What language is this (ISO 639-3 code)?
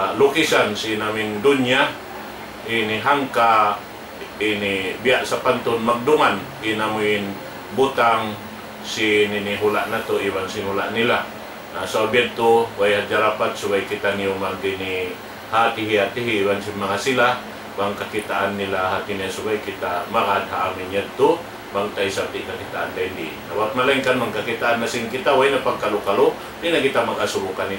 tsg